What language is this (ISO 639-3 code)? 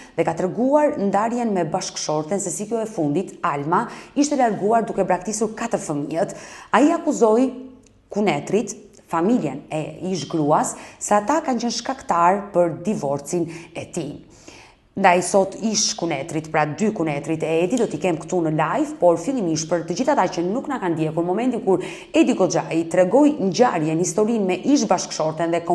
sqi